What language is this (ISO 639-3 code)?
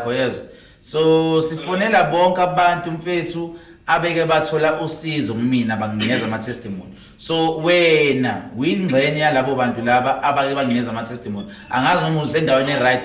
zul